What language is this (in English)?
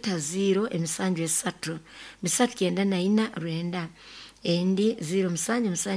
Nyoro